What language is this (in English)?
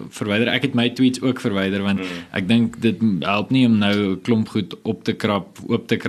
Afrikaans